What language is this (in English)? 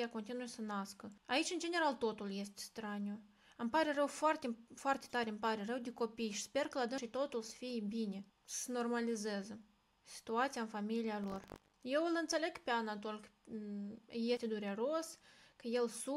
Romanian